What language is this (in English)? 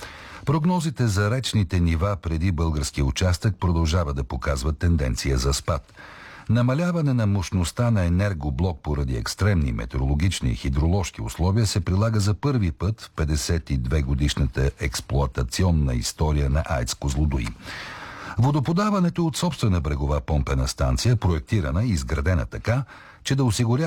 Bulgarian